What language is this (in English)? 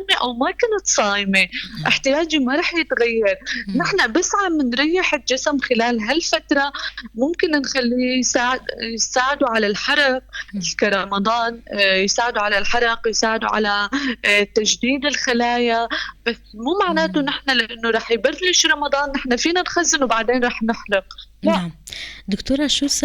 North Levantine Arabic